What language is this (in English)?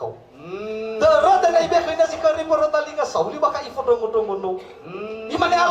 Nias